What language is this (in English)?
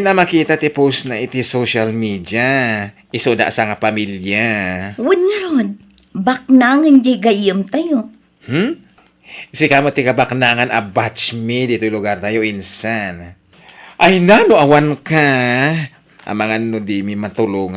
Iloko